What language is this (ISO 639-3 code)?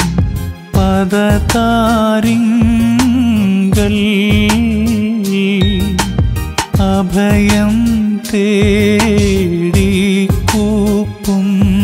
mal